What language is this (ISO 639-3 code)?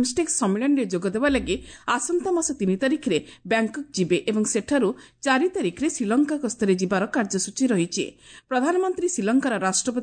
ori